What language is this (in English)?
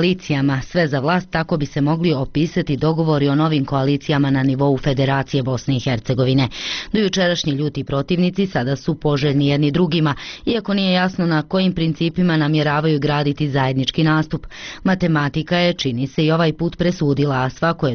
Bosnian